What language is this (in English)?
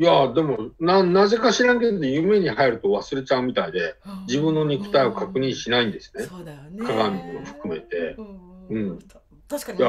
Japanese